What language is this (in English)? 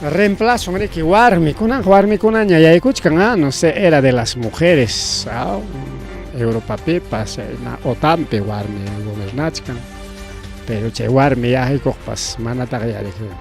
Ayacucho Quechua